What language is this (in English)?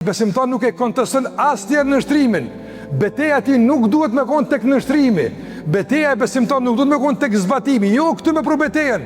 Albanian